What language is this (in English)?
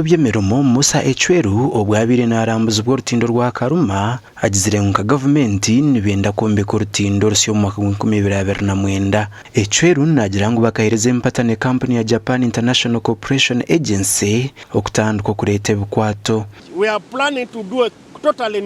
Nyankole